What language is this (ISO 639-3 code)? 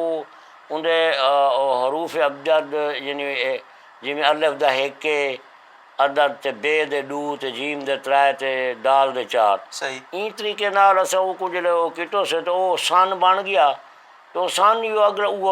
skr